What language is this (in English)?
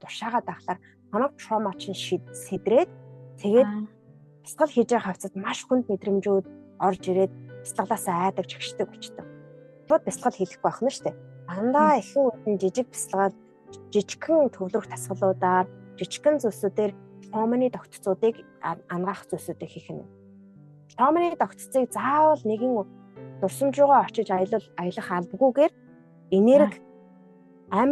Mongolian